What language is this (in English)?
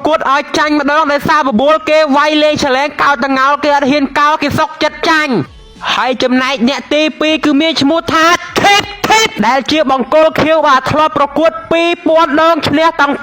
Khmer